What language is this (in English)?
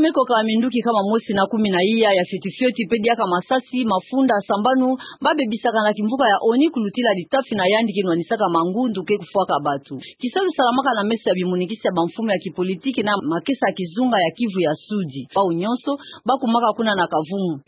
Kituba (Democratic Republic of Congo)